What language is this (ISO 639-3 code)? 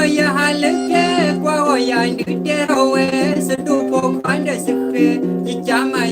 ksw